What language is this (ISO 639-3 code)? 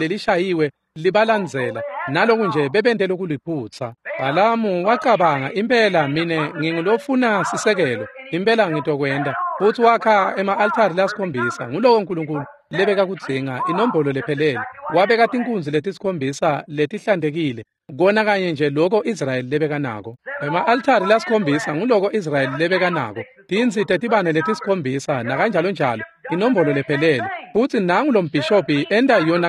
ssw